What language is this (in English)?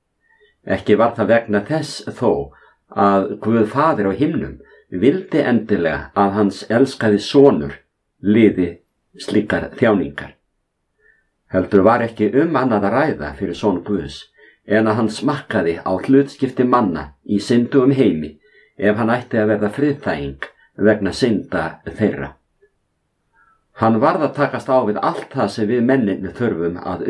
Icelandic